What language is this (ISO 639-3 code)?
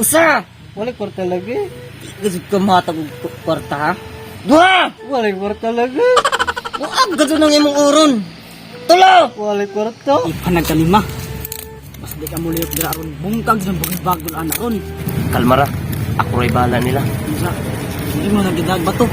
ceb